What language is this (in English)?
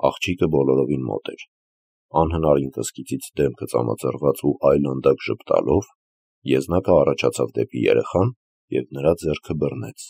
Armenian